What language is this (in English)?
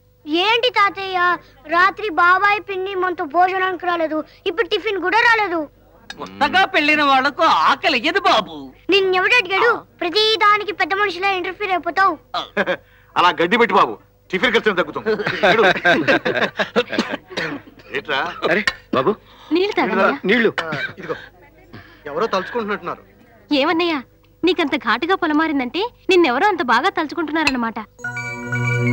Telugu